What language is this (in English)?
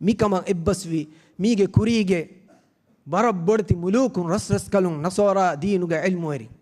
Divehi